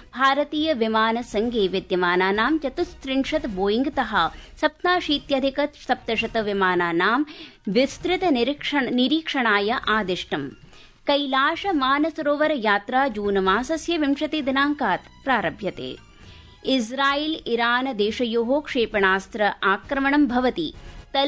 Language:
Sanskrit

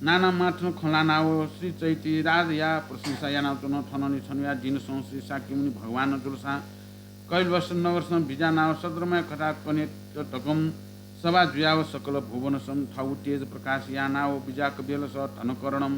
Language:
Newari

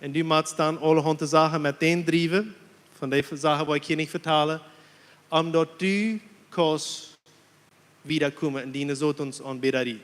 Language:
Plautdietsch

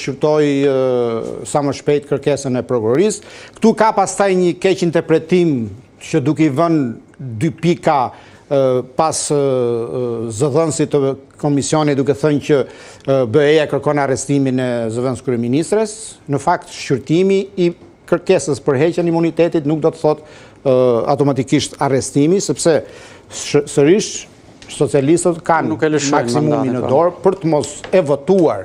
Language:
Albanian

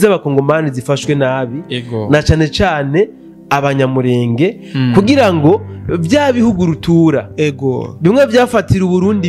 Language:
Rundi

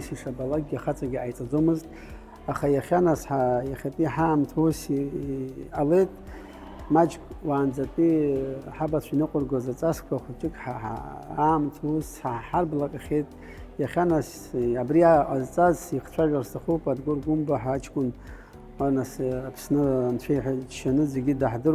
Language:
Abkhazian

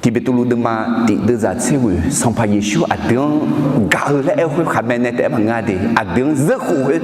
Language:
Akha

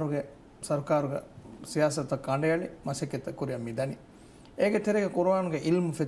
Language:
Divehi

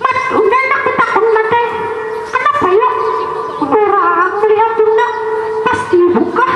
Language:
Banjar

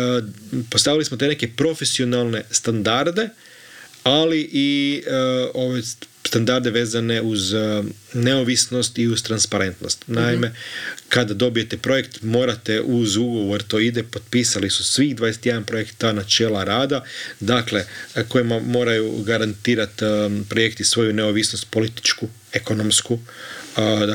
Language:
Croatian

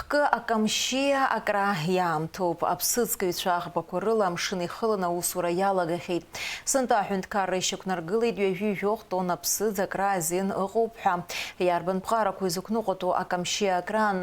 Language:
Abkhazian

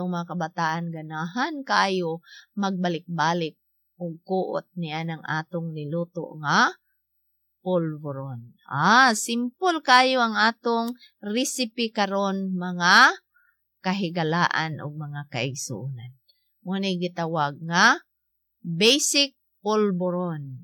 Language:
Cebuano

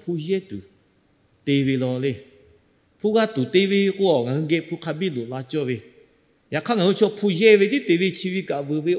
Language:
Lahu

